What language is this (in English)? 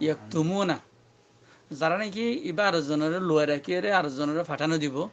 Rohingya